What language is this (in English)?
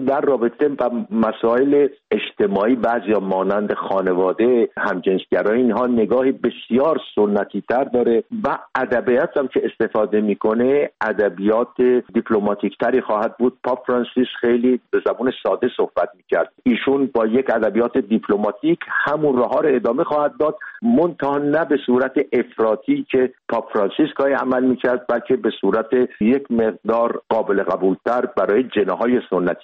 Persian